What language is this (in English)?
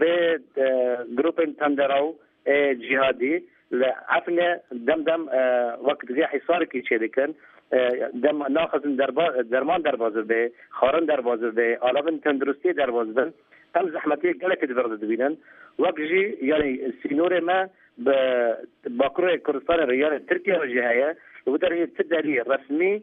Kurdish